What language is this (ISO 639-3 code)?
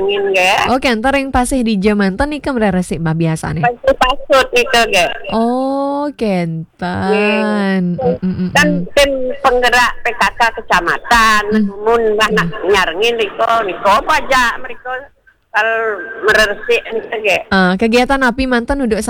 ban